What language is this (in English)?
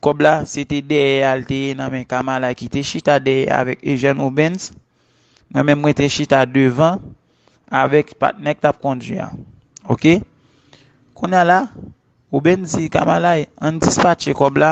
Haitian Creole